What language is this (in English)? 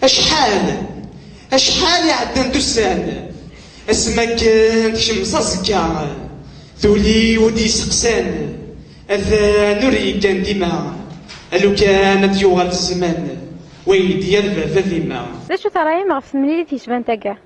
Kabyle